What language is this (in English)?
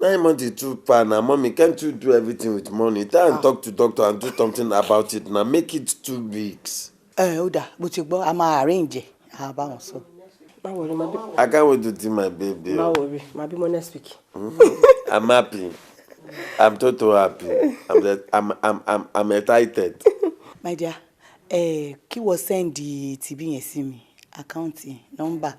Yoruba